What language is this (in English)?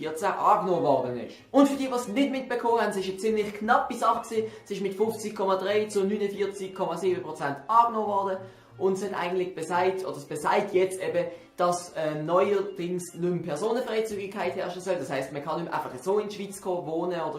Swiss German